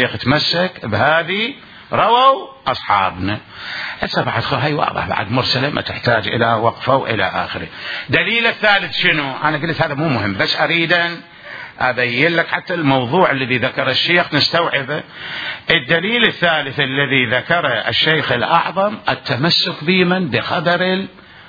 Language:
Mesopotamian Arabic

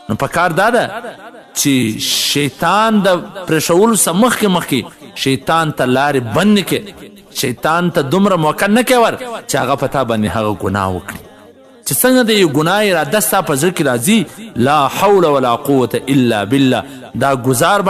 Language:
Pashto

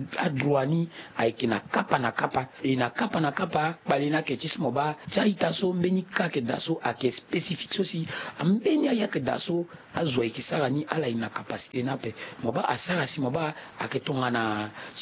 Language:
Sango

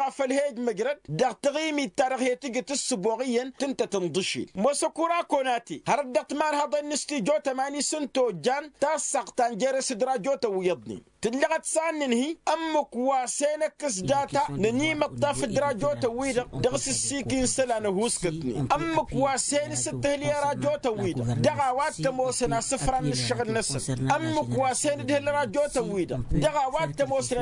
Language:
Tamasheq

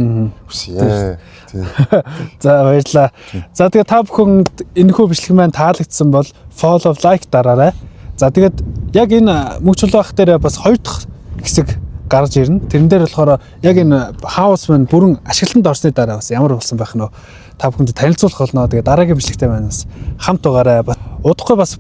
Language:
Mongolian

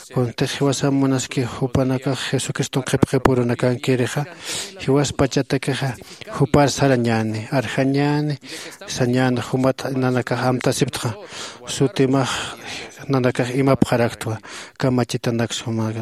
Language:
Aymara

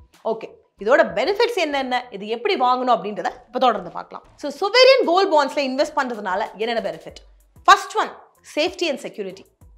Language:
Tamil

